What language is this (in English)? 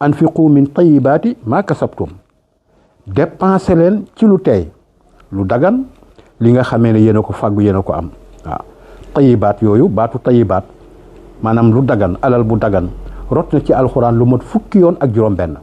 Wolof